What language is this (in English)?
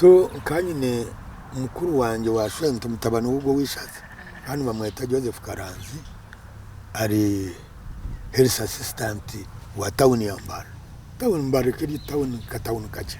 Nyankole